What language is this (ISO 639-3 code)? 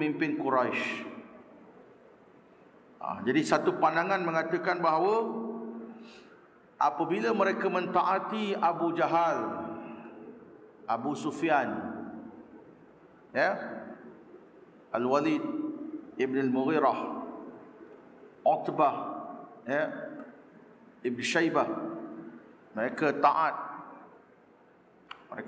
msa